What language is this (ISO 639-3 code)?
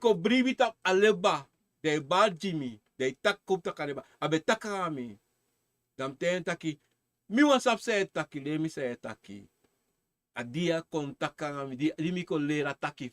srn